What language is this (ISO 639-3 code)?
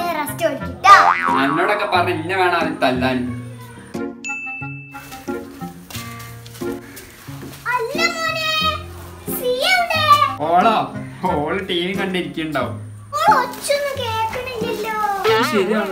mal